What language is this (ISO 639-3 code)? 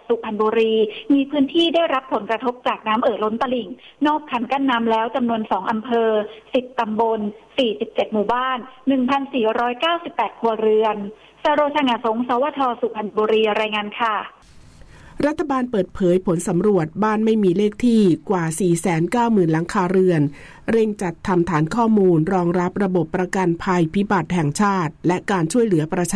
tha